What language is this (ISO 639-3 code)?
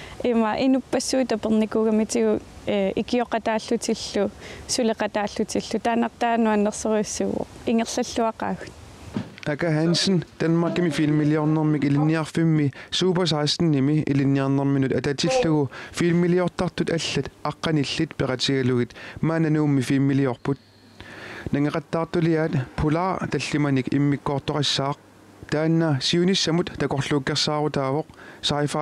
kal